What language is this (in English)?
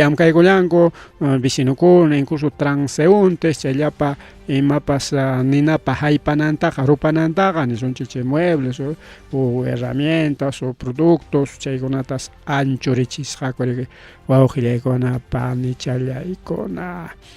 Ayacucho Quechua